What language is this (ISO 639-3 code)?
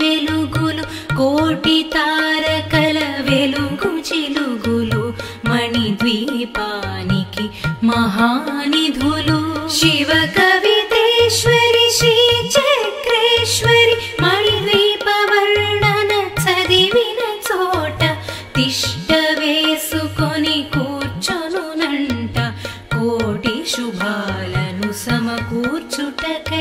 tel